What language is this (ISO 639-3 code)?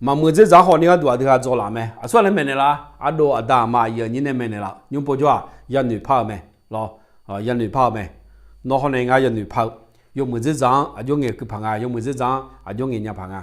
ahk